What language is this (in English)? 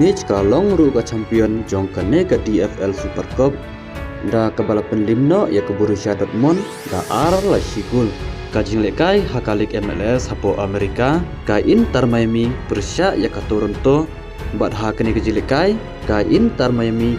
Khasi